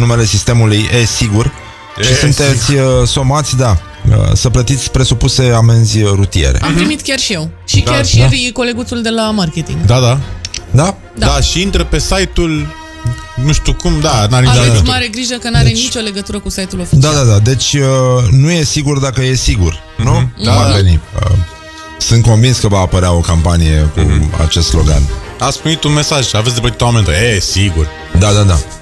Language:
Romanian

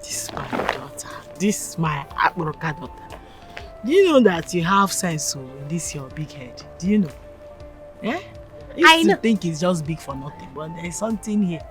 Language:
Nigerian Pidgin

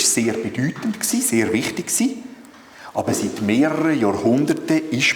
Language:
Swiss German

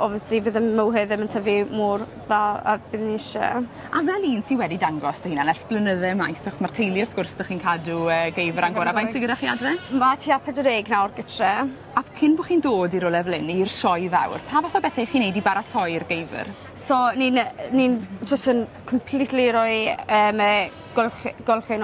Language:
Welsh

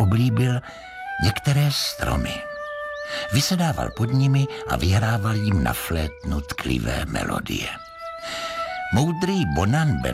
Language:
Czech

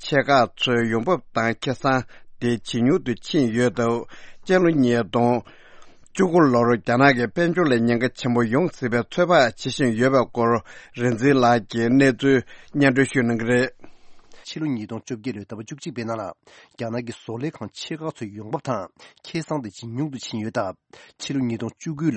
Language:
Tibetan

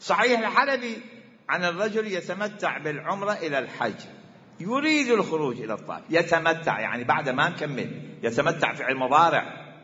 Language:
Mesopotamian Arabic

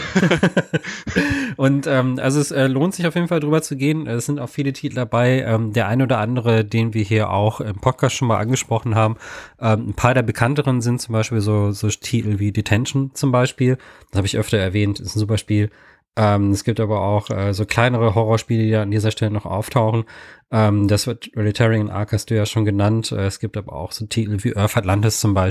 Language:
German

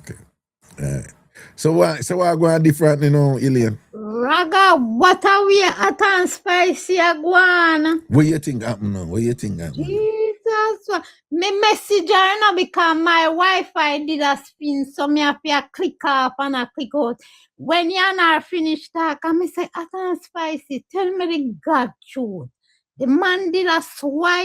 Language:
Jamaican Creole English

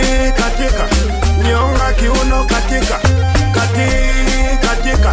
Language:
Swahili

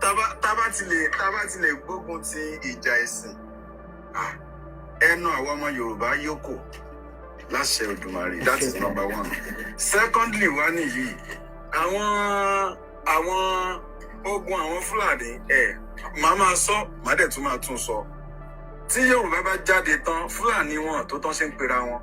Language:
Yoruba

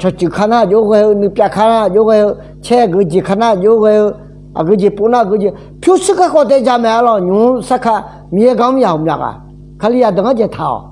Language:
Akha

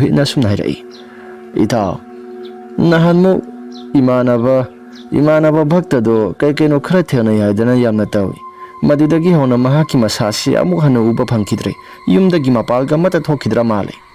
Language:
Manipuri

